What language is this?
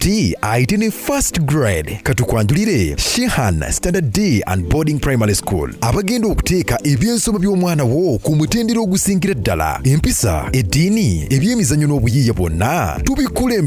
Ganda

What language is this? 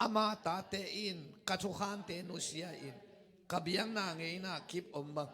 Tedim Chin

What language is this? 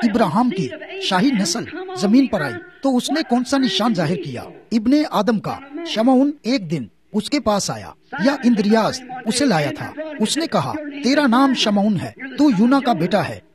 Urdu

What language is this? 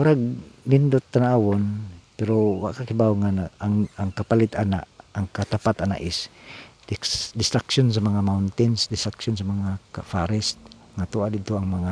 Cebuano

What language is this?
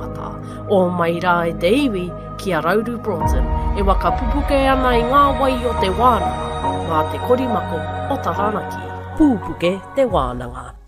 Māori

